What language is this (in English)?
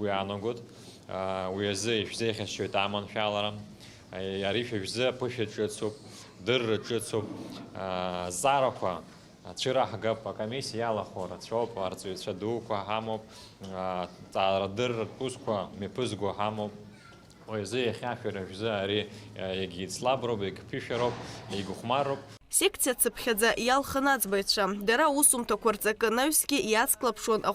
Abkhazian